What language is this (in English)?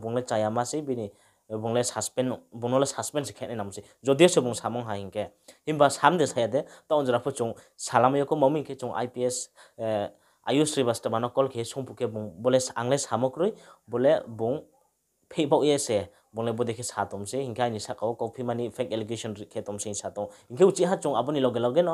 Riang (India)